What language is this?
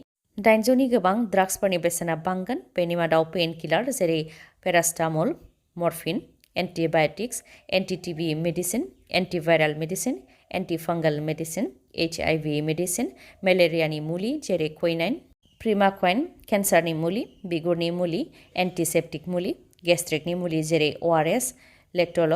Bodo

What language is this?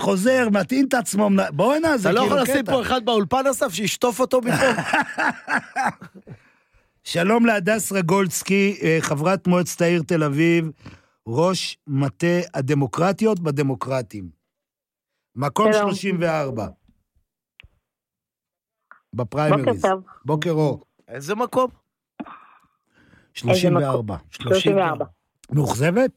Hebrew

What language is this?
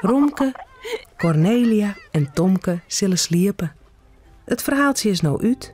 Western Frisian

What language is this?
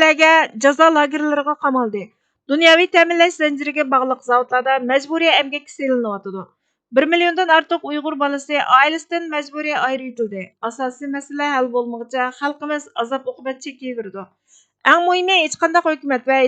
Uyghur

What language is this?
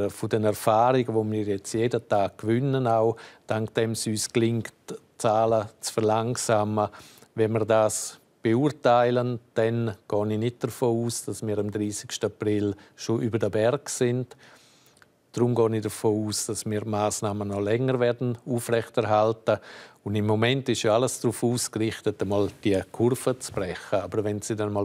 Romansh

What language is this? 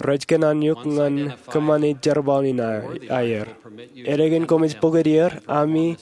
Marshallese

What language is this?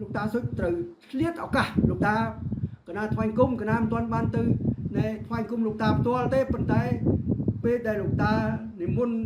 Khmer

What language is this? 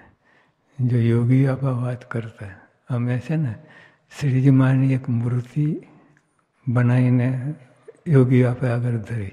Gujarati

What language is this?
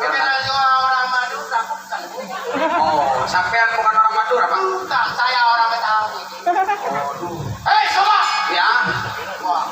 Betawi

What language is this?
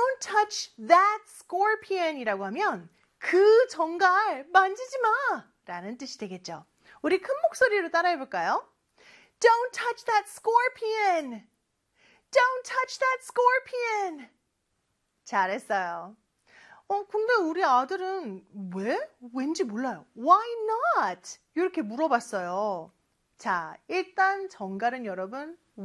Korean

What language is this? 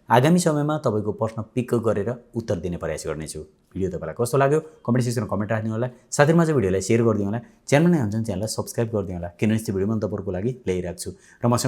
Nepali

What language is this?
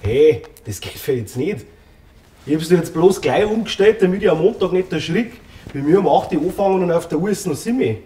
Bavarian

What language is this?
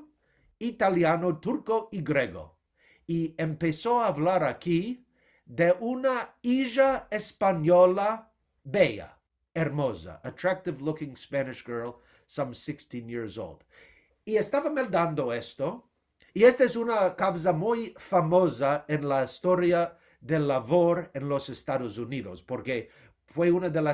Ladino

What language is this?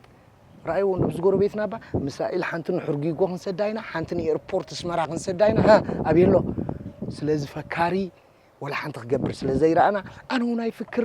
Tigrinya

